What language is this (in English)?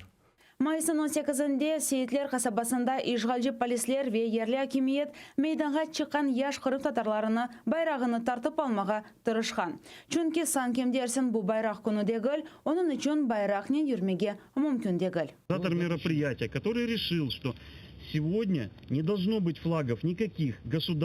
Crimean Tatar